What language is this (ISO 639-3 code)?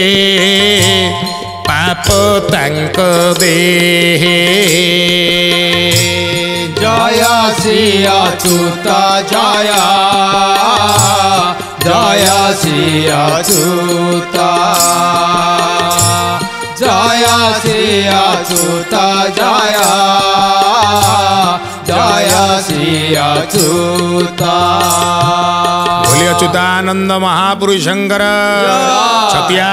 ori